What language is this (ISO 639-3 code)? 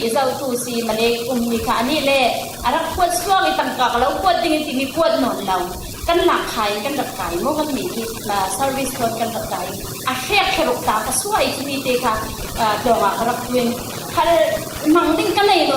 cfm